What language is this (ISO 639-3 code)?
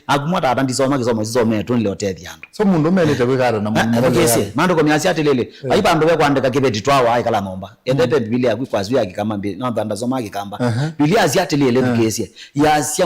kam